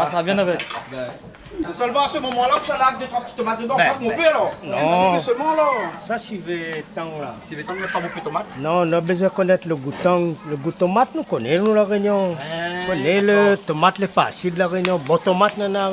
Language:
Réunion Creole French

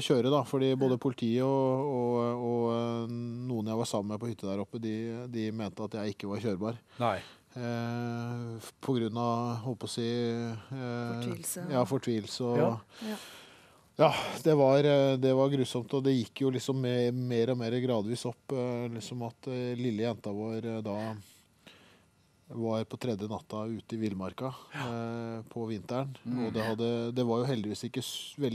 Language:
Norwegian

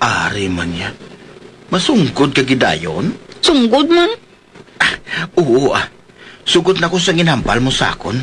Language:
Hiligaynon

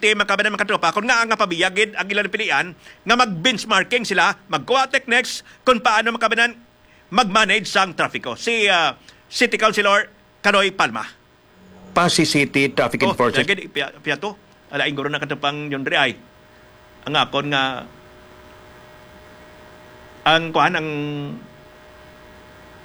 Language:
Hiligaynon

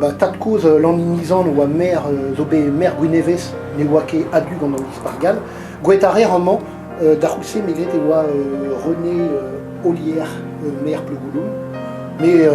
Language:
Breton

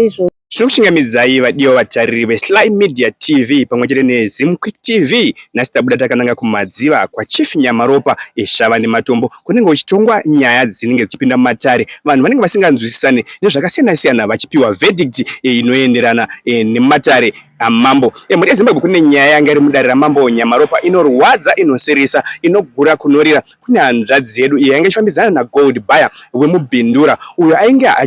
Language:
Shona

